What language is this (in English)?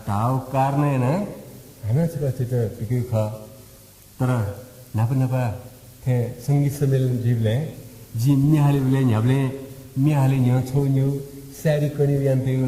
Newari